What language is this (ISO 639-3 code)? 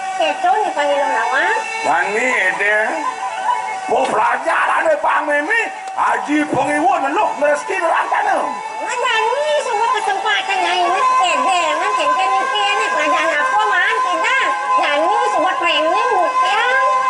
ban